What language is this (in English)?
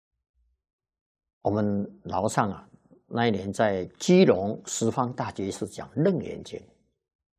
Chinese